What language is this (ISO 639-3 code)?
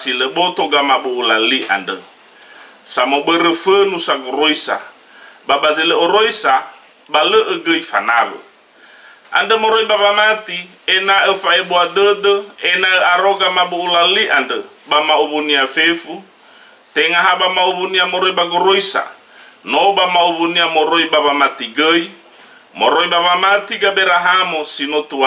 nia